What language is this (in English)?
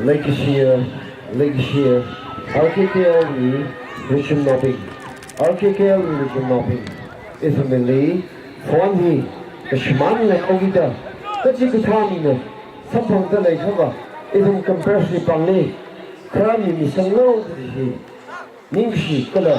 Tangkhul Naga (India)